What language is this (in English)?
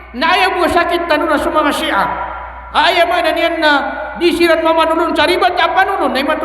Maranao